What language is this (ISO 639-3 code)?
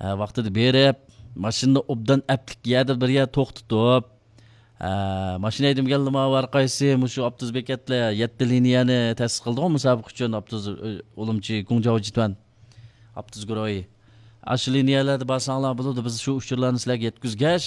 uig